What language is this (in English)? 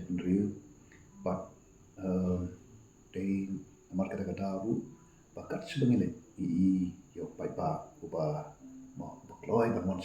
Khasi